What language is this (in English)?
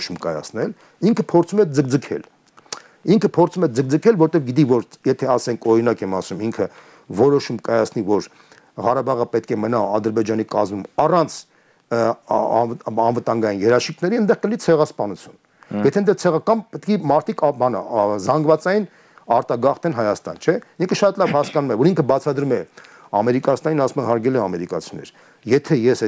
Armenian